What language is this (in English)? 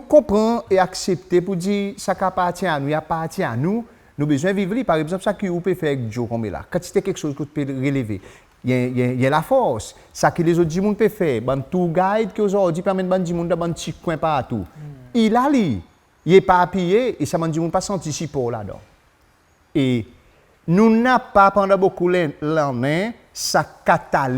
Seselwa Creole French